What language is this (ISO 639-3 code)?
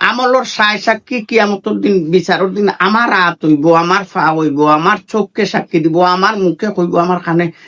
syl